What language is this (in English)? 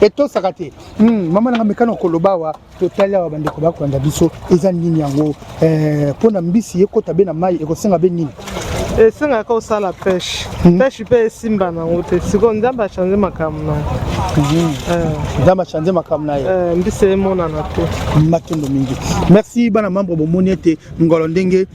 Lingala